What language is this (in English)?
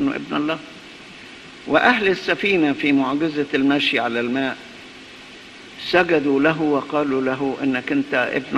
Egyptian Arabic